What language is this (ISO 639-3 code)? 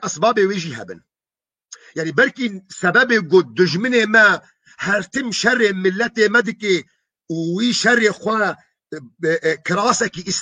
kur